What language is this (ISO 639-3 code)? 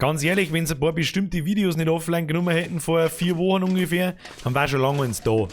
bar